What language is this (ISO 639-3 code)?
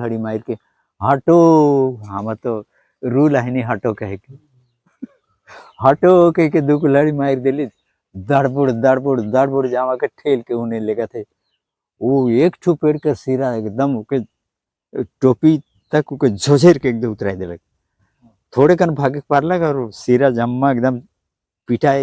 sck